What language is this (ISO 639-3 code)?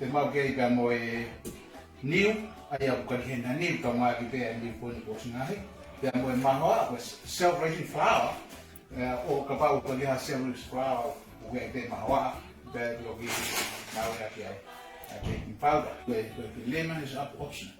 ton